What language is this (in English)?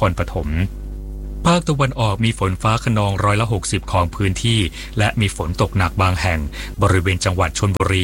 Thai